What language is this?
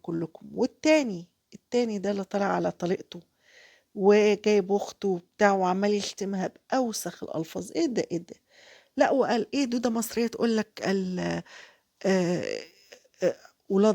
Egyptian Arabic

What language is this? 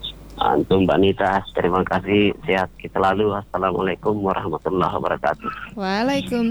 Indonesian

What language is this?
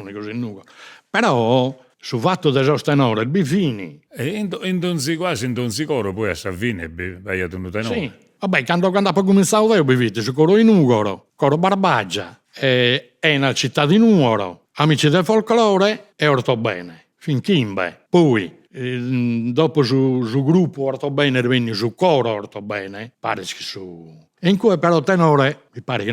Sardinian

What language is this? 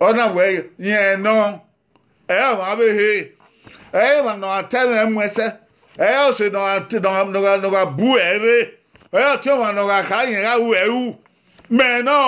Bini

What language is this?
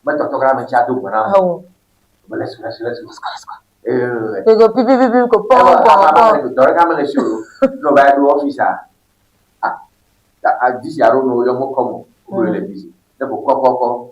Ewe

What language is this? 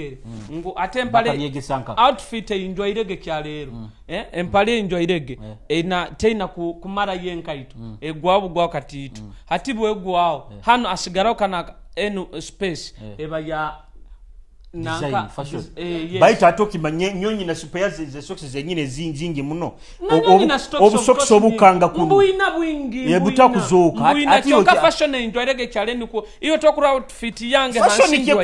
Nyoro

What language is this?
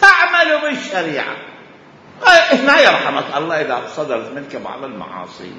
Mesopotamian Arabic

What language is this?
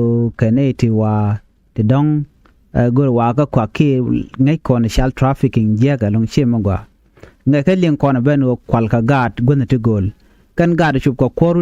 Nuer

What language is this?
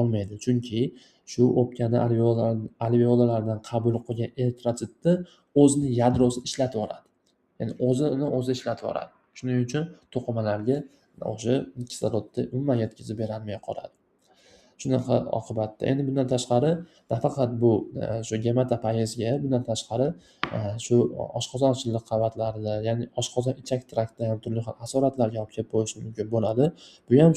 Uzbek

